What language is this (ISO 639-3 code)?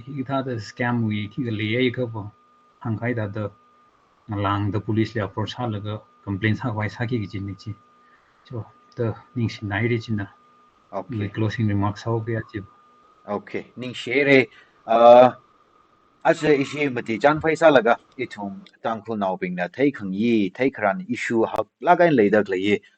nmf